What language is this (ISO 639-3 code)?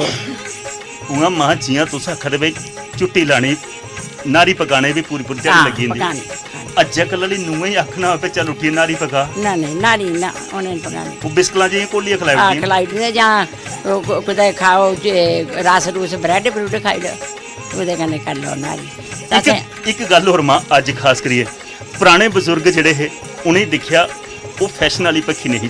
doi